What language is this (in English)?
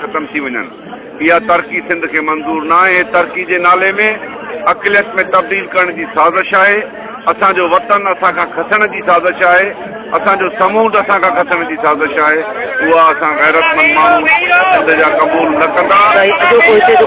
Sindhi